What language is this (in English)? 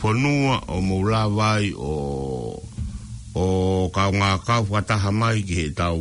Tongan